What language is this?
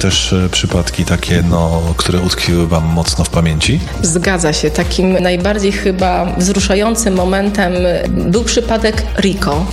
Polish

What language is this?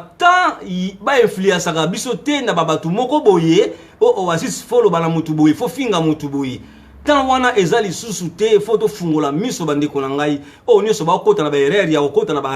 Lingala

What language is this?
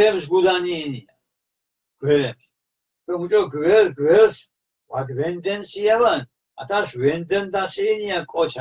Mingrelian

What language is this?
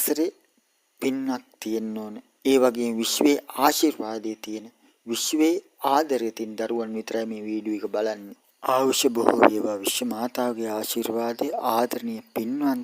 Sinhala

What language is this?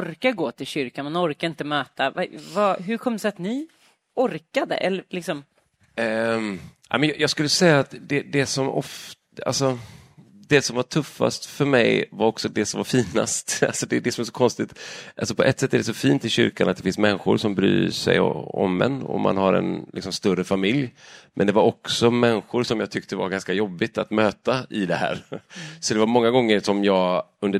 Swedish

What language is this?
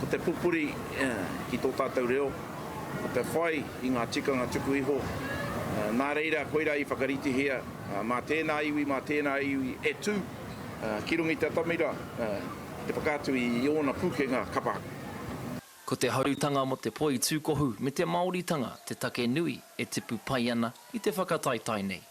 Māori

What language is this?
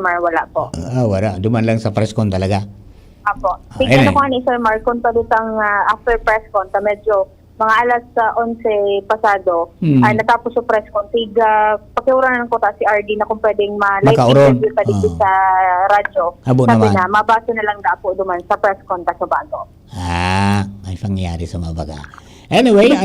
Bikol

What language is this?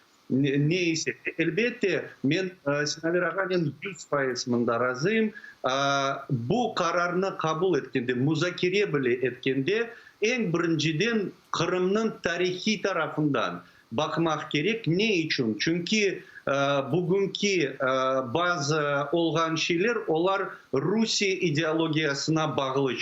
Crimean Tatar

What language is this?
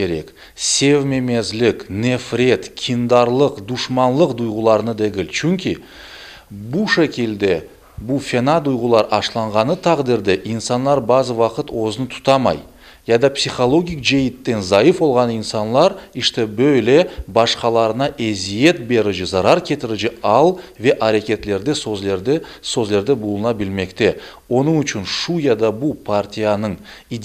Crimean Tatar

